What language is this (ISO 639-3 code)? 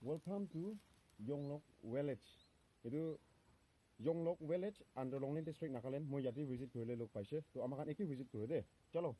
nag